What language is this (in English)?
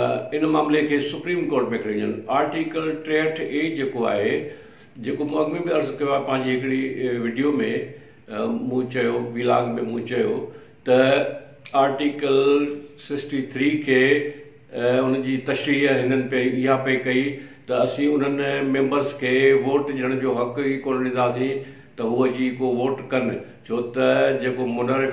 Sindhi